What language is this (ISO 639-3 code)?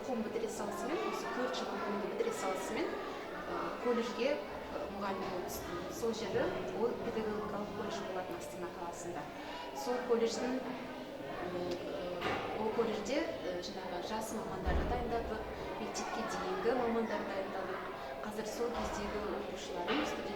kaz